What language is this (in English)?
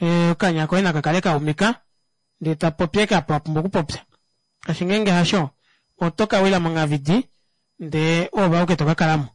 Kuanyama